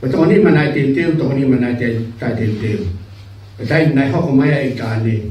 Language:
Tongan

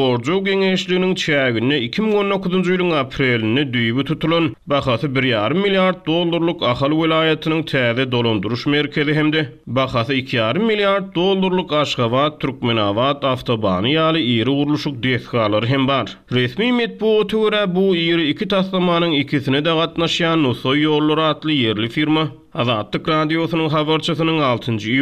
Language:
Turkmen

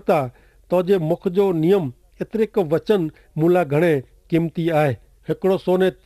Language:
Kachhi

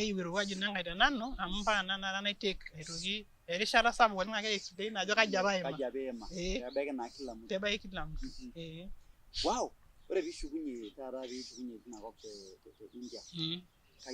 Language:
Masai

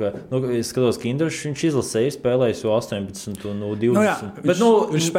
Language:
Latvian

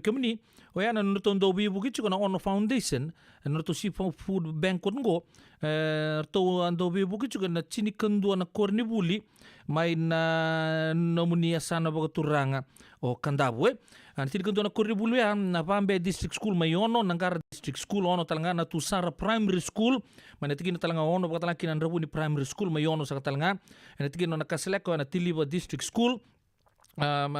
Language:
Fijian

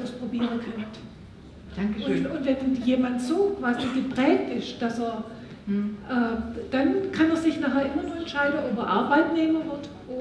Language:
German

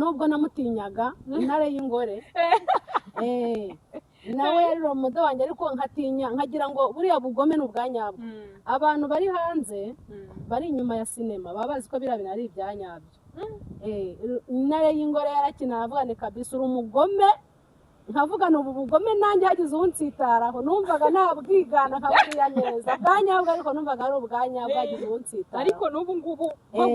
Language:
Kinyarwanda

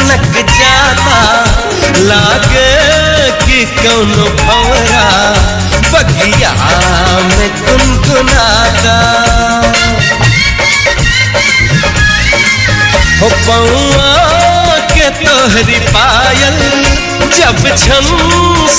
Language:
Bhojpuri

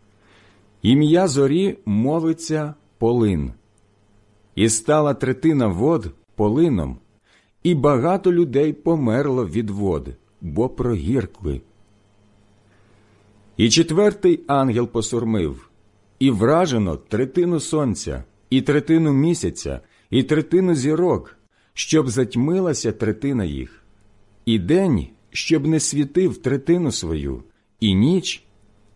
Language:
Ukrainian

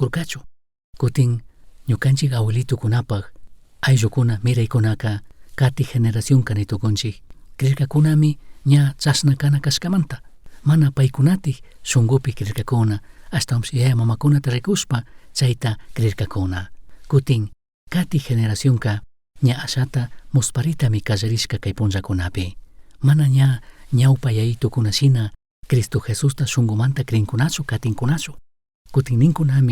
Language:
Chimborazo Highland Quichua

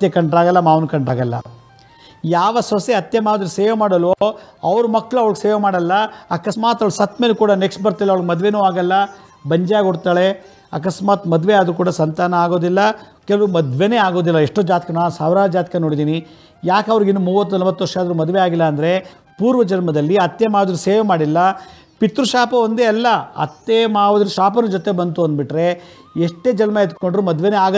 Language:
Kannada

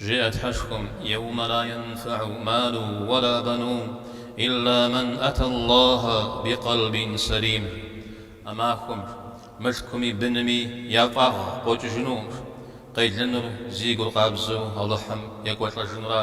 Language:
Kabardian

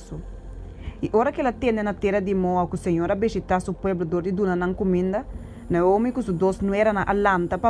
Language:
Papiamento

